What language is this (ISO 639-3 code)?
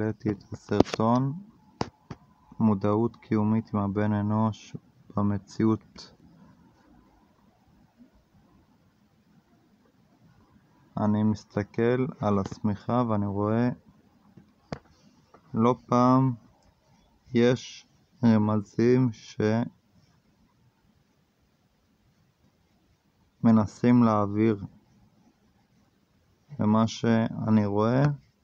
heb